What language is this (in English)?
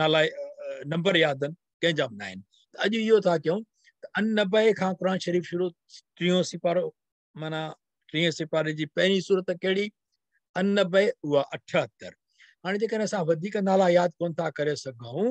Sindhi